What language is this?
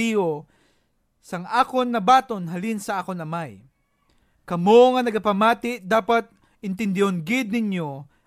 Hiligaynon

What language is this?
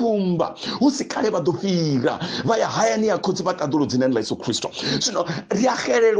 Venda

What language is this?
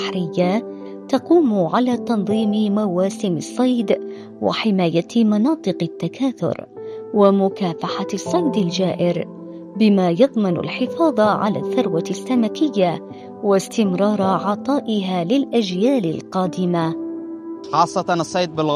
Arabic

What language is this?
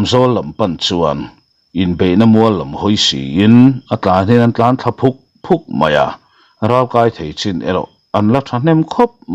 Mizo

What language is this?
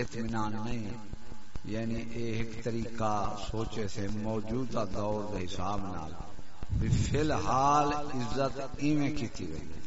Saraiki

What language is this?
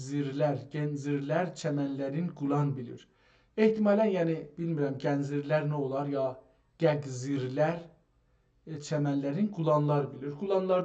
South Azerbaijani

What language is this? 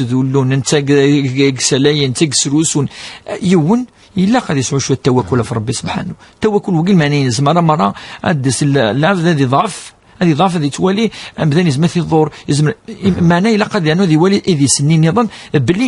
Kabyle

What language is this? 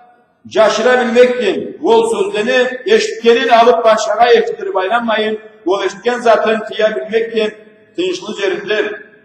Karachay-Balkar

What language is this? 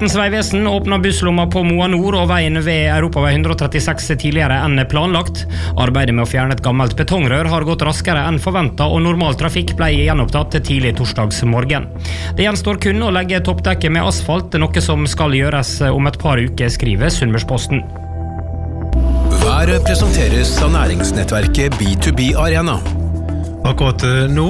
Norwegian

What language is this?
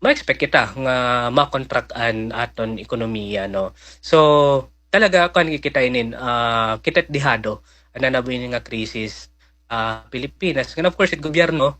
Waray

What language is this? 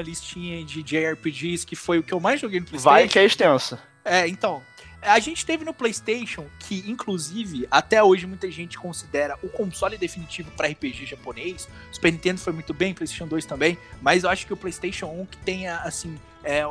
Portuguese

